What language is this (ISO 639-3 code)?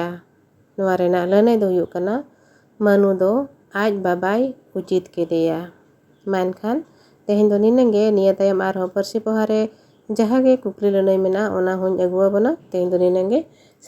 sat